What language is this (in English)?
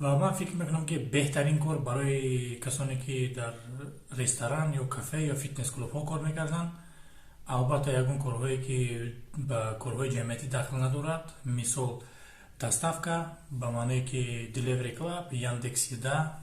Tajik